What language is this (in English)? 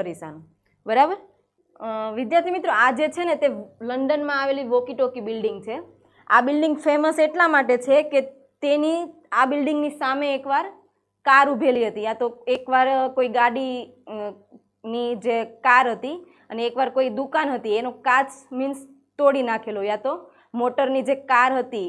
Gujarati